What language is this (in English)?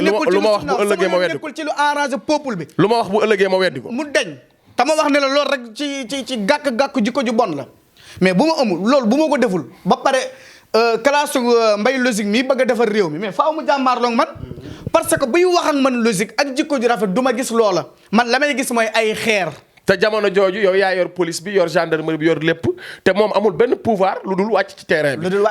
Wolof